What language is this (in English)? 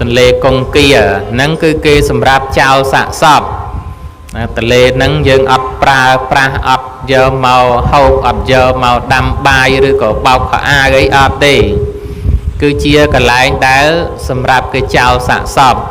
Khmer